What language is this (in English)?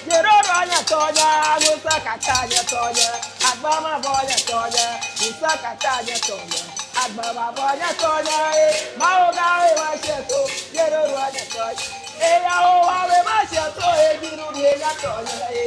Ewe